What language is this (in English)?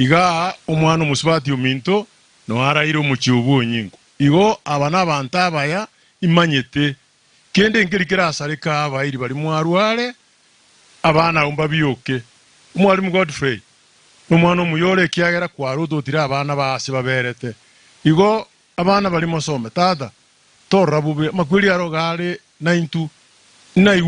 Gusii